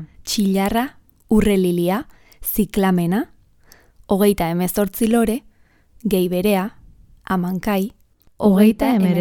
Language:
Basque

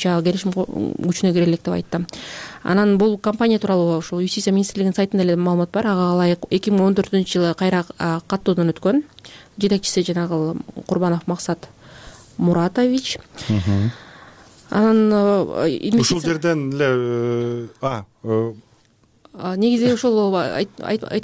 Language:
Kyrgyz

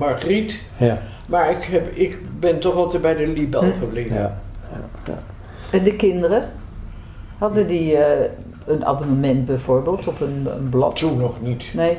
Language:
Dutch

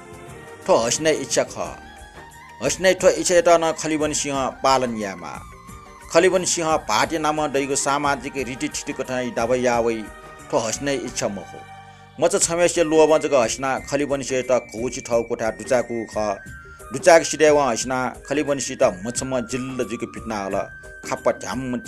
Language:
Newari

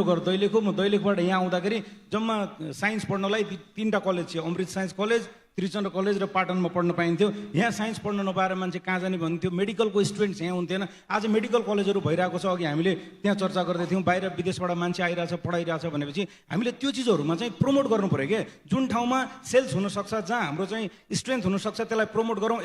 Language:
Nepali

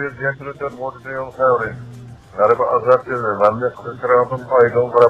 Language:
Uyghur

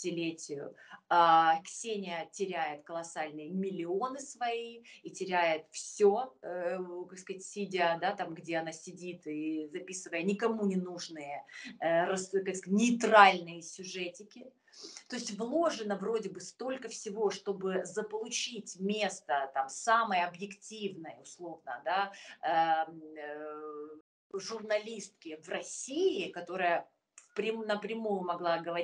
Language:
Russian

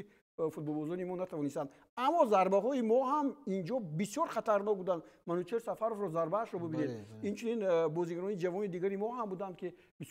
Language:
Tajik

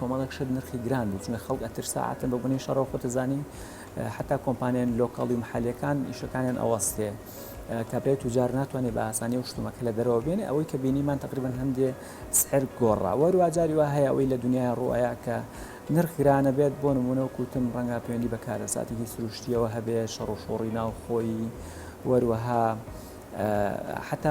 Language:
Central Kurdish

